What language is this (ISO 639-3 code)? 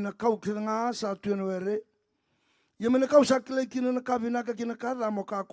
fij